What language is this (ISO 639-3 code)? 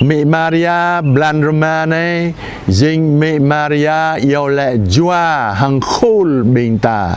jra